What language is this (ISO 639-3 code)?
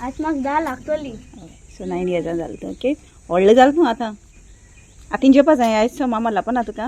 kok